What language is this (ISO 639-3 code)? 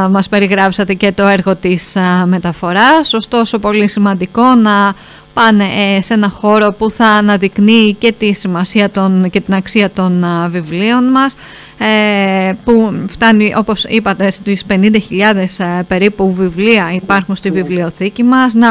ell